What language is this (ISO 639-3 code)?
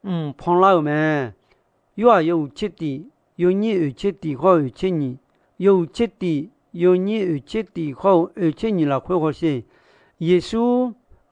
ahk